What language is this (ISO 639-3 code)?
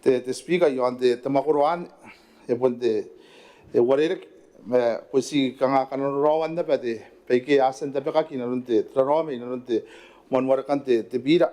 gil